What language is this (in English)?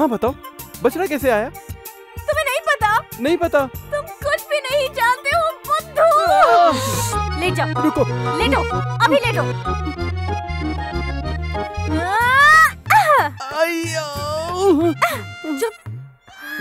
Hindi